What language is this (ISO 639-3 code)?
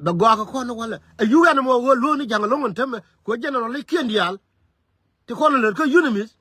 nus